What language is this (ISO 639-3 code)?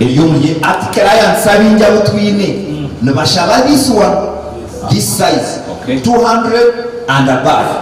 nyn